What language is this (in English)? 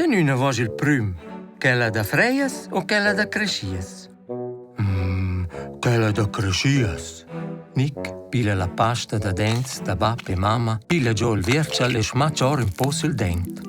Romansh